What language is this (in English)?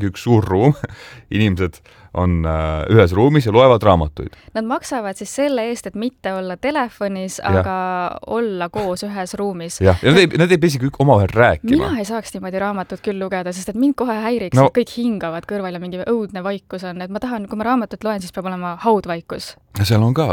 Estonian